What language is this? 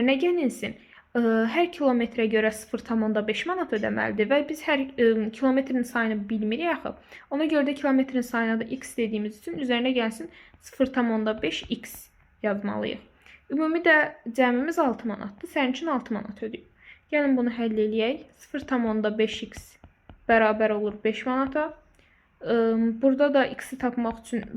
Azerbaijani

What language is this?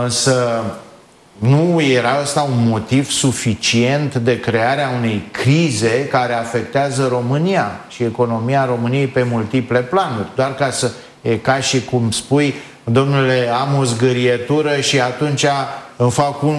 Romanian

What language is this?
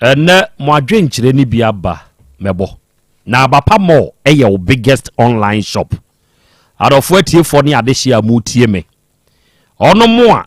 Akan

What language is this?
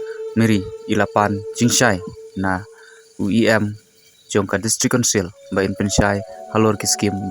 Khasi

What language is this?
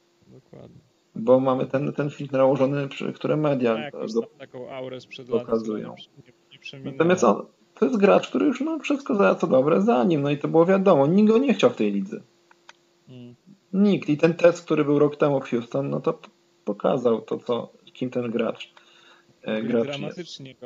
Polish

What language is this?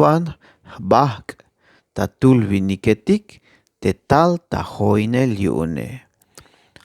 Tzeltal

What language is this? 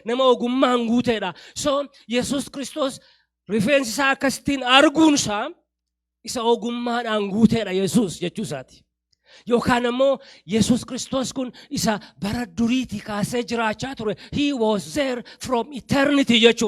Oromo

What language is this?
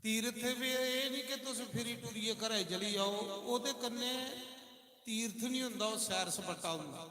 Dogri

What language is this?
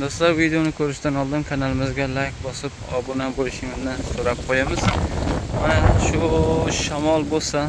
Uzbek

